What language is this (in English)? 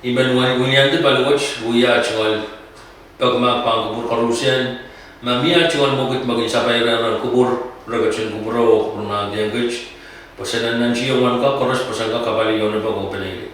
Pohnpeian